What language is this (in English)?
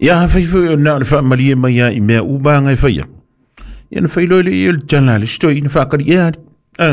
Samoan